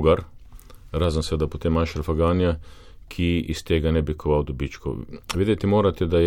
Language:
Slovenian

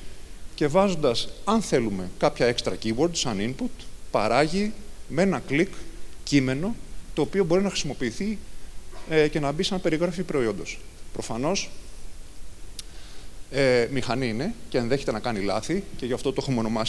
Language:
Greek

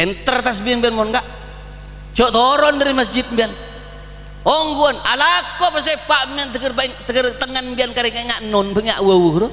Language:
Madurese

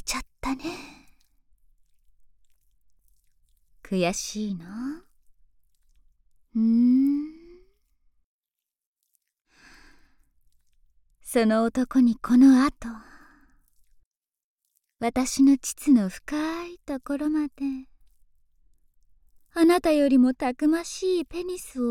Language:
Japanese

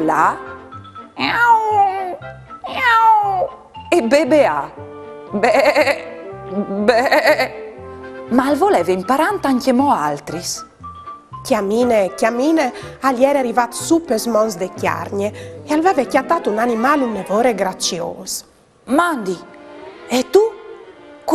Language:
Friulian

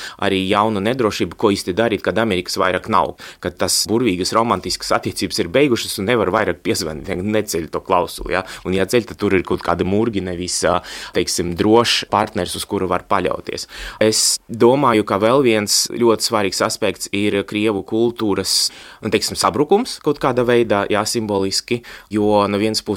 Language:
Latvian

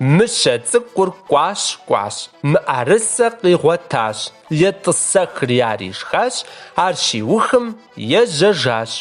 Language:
Kabardian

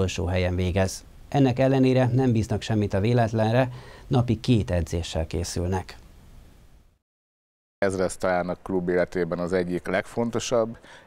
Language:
Hungarian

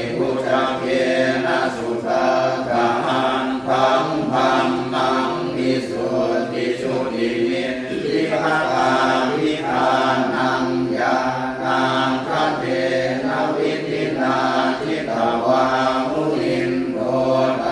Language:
Pali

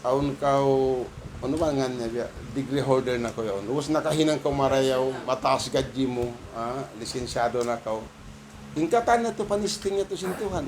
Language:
Tausug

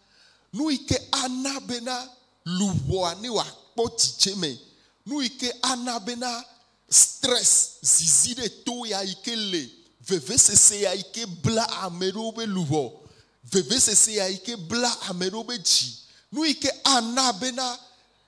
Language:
Ewe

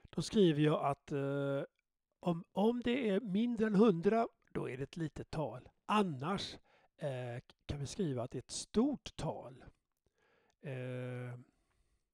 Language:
Swedish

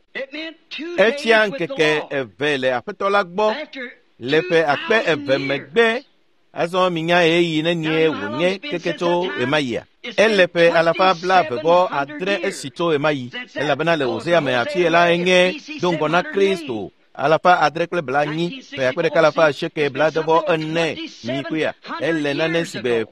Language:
Ewe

